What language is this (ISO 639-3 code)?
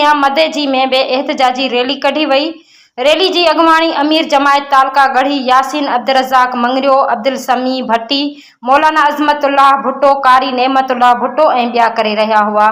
snd